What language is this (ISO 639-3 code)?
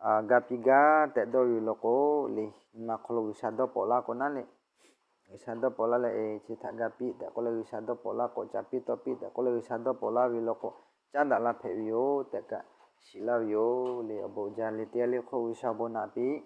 lhu